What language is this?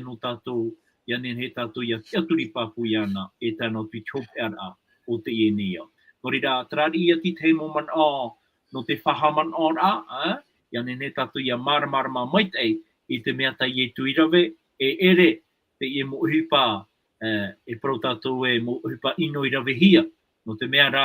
Tahitian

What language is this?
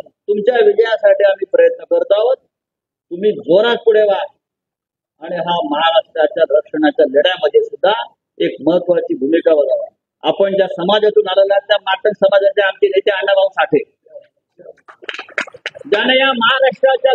Marathi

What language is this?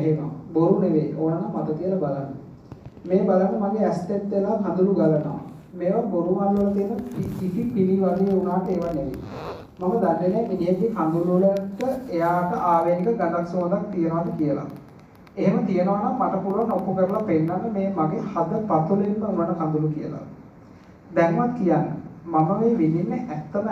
Sinhala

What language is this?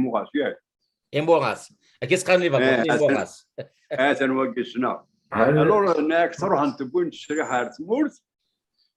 Kabyle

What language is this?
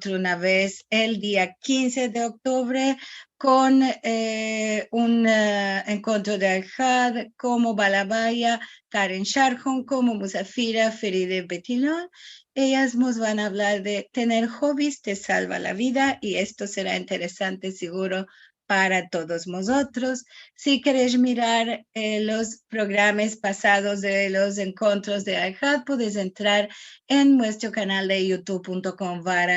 Ladino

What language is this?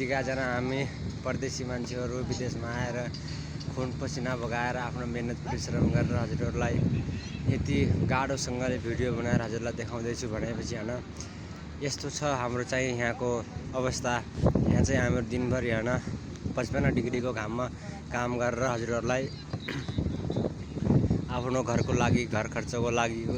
Nepali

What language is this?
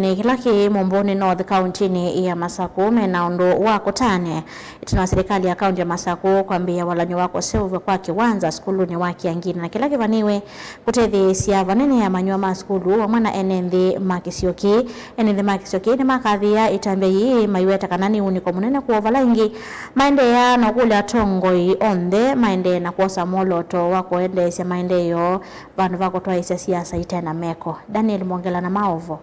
Kamba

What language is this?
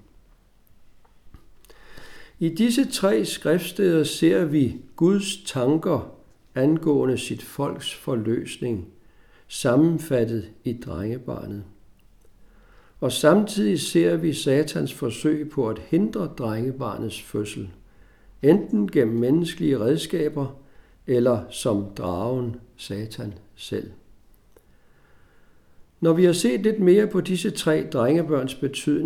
Danish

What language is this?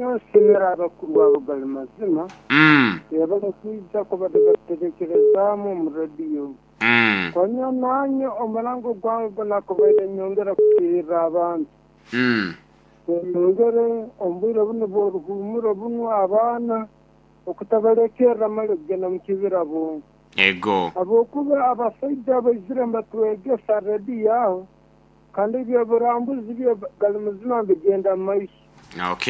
Nyoro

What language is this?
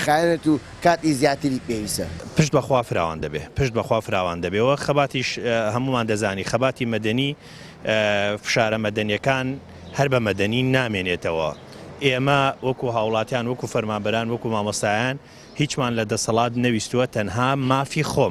Central Kurdish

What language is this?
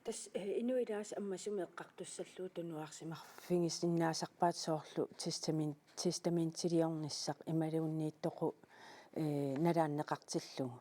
Kalaallisut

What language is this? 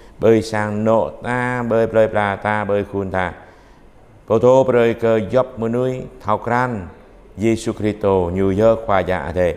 Jarai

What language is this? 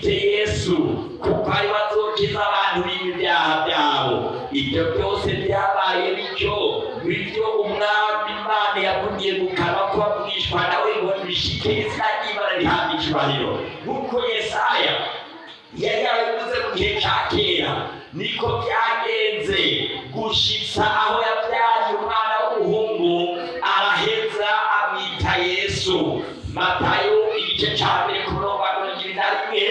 Rundi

